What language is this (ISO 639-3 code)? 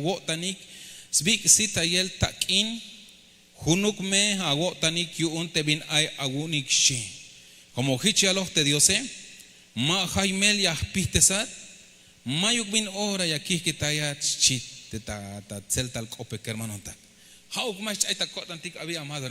tzh